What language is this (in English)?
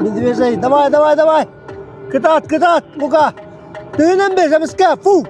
Yakut